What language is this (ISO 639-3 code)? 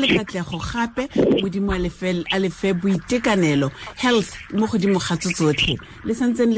tsn